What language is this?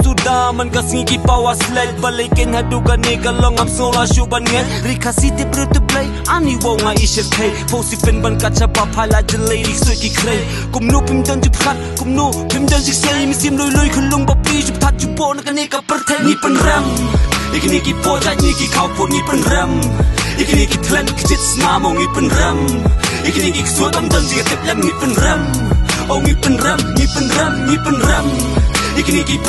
Khasi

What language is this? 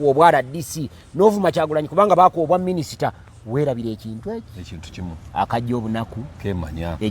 Ganda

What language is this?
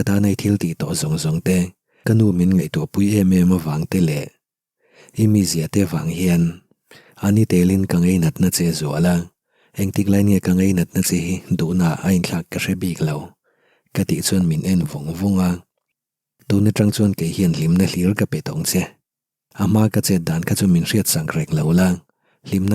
Mizo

